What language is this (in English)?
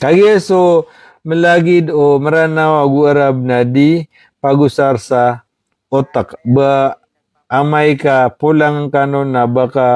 Maranao